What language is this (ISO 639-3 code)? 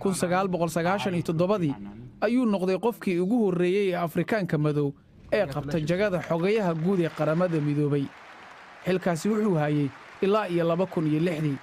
som